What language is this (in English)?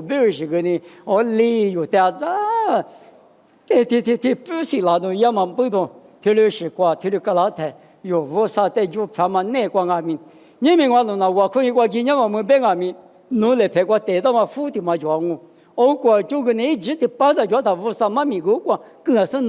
Lisu